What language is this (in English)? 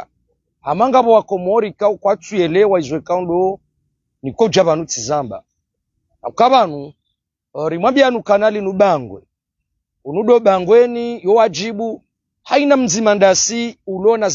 Ngazidja Comorian